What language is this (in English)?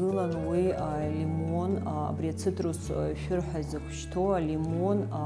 Abkhazian